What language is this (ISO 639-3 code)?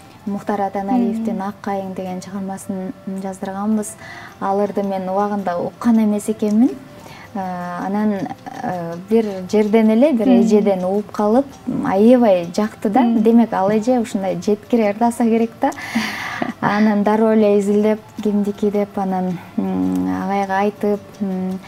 kir